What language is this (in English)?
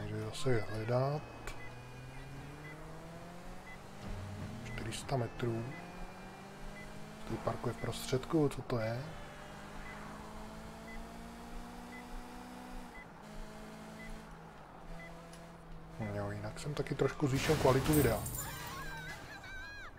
Czech